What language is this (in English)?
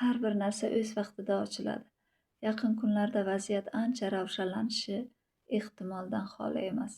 Uzbek